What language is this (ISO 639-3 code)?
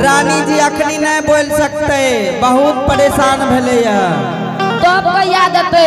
anp